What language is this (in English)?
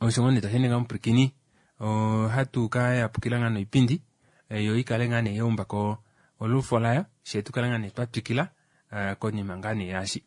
Kuanyama